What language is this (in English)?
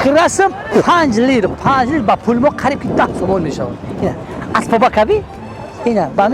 Tajik